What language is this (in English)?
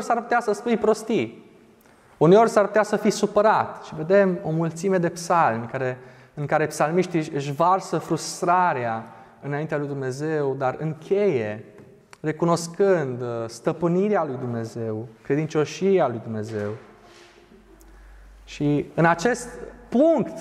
Romanian